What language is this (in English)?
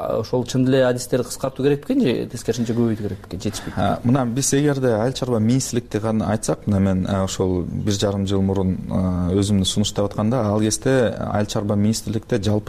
Kyrgyz